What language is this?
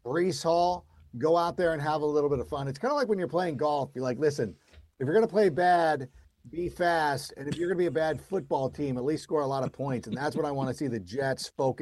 English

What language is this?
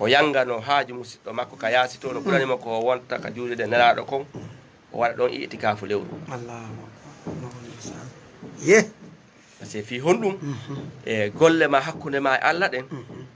Fula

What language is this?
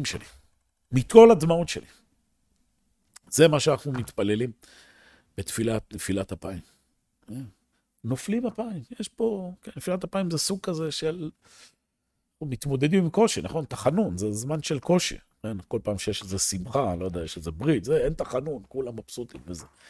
Hebrew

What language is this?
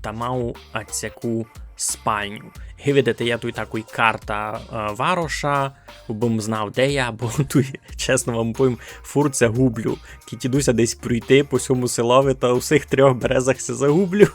Rusyn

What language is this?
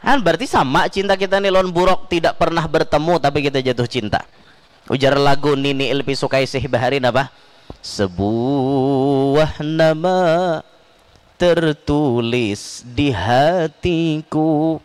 Banjar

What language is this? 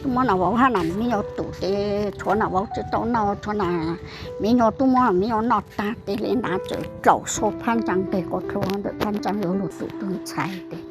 Hmong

